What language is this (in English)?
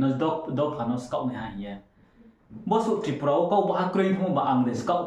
Riang (India)